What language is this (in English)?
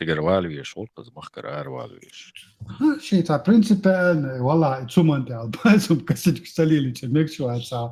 Chechen